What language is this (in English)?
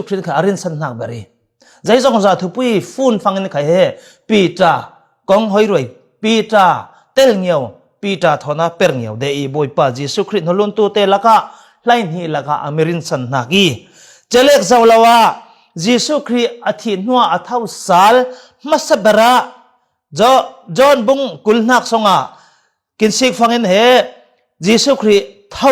Falam Chin